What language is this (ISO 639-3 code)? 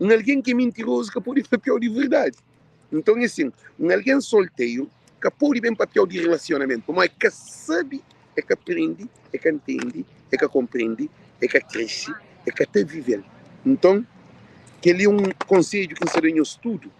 kea